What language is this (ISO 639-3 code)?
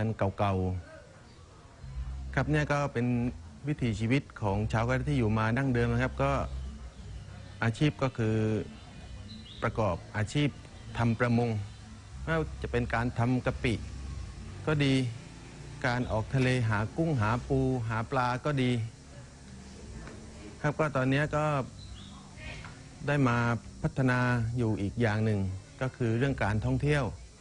tha